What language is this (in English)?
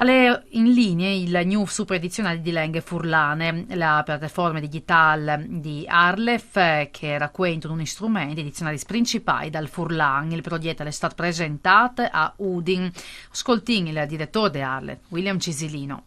Friulian